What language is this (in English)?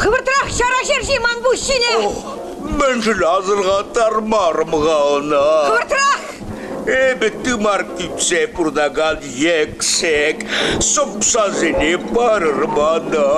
Chuvash